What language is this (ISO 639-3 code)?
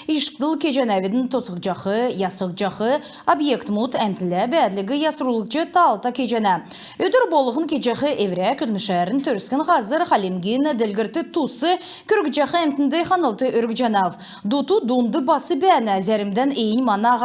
xal